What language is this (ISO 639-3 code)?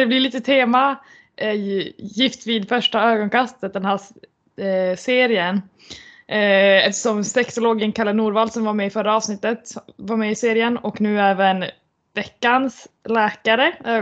swe